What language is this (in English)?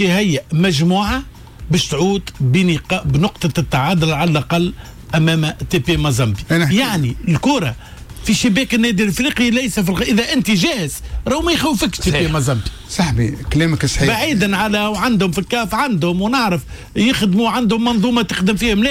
Tunisian Arabic